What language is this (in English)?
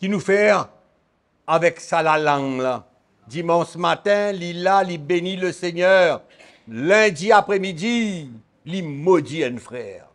Morisyen